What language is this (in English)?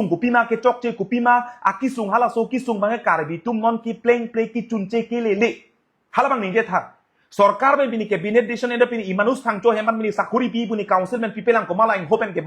Karbi